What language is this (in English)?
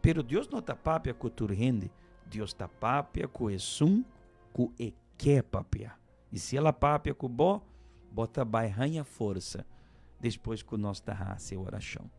Papiamento